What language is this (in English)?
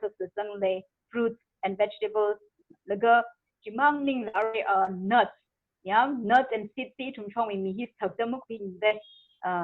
Tangkhul Naga (India)